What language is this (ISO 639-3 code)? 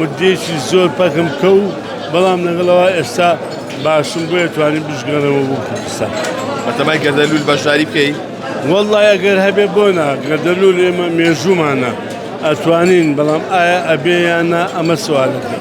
ckb